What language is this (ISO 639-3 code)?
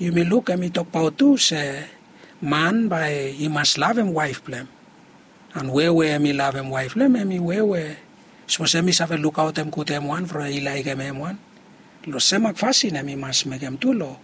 bis